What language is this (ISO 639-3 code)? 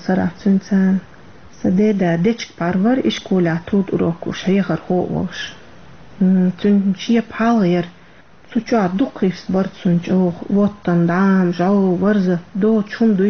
che